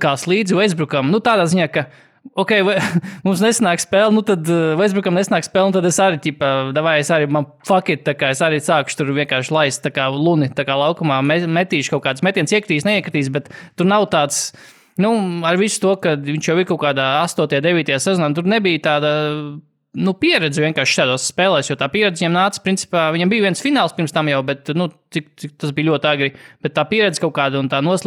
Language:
Latvian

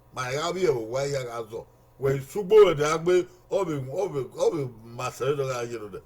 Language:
Bini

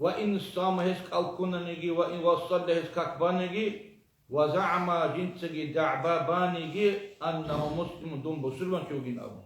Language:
Avaric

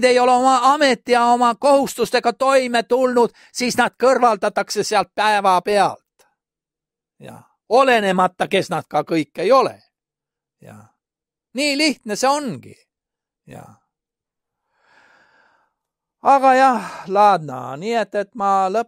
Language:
Estonian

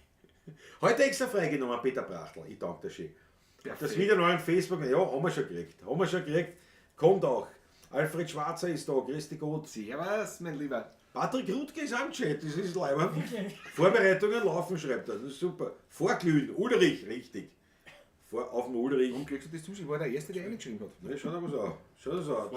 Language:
Bavarian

